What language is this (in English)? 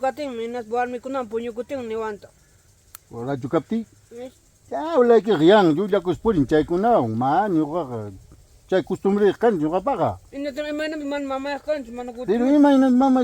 Ayacucho Quechua